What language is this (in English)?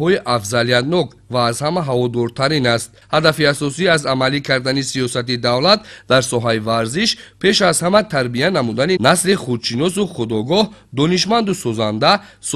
Tajik